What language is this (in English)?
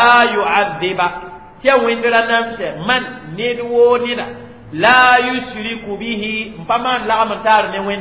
Mossi